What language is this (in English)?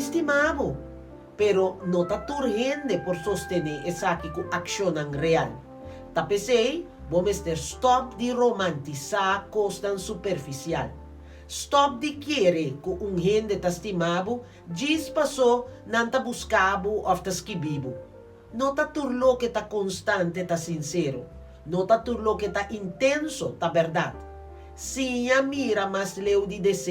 Papiamento